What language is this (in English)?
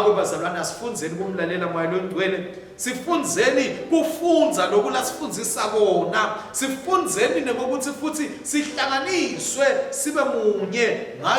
Swati